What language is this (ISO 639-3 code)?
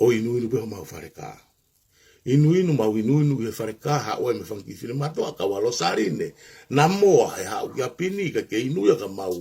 ton